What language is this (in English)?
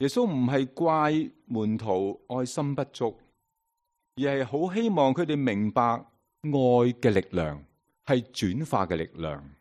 Cantonese